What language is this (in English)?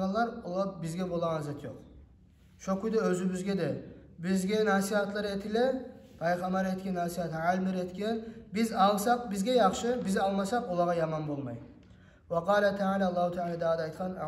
Kumyk